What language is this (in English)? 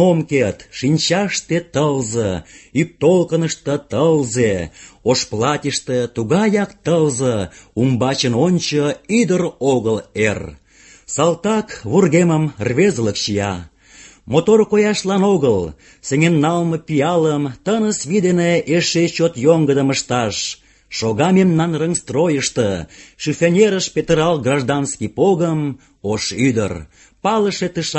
Mari